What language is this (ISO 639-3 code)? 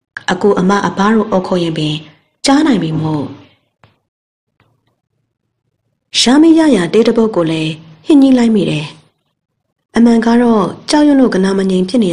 mya